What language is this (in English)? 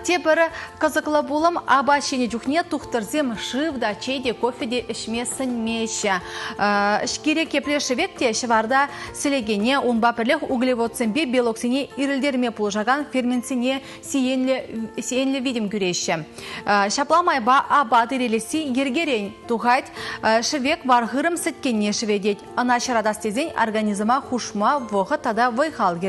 Chuvash